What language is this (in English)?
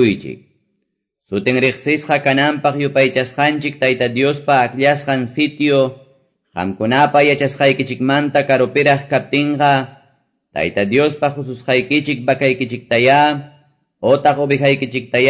Quechua